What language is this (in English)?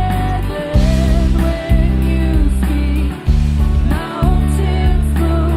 Plautdietsch